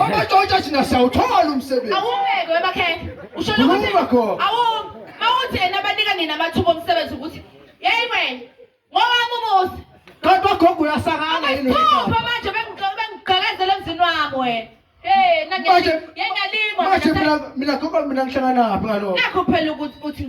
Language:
Zulu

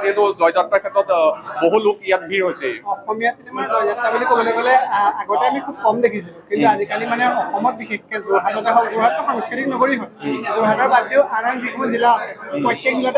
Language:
Assamese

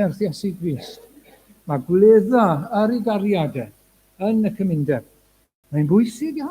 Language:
Welsh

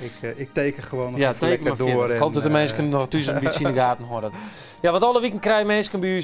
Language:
Western Frisian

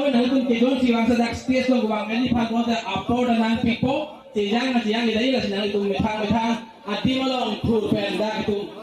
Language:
Karbi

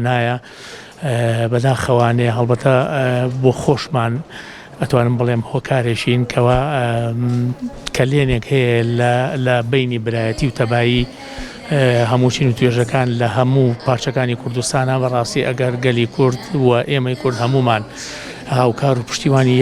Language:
Central Kurdish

